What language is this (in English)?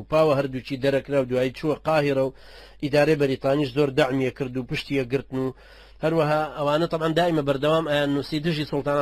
Central Kurdish